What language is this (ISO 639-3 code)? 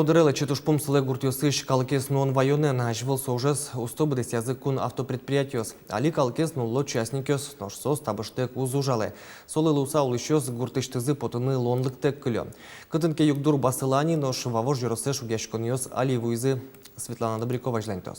udm